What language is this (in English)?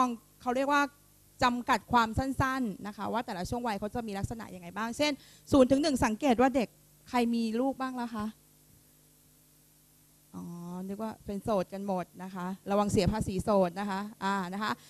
Thai